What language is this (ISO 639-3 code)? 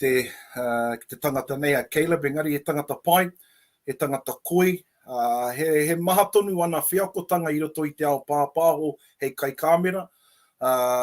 mri